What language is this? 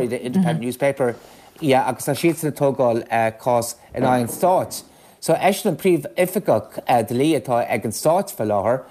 Irish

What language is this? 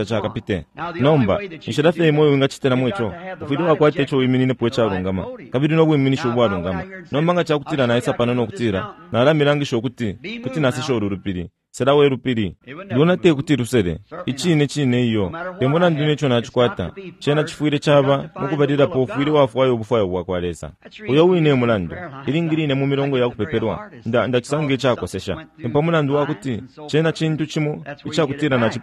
Bemba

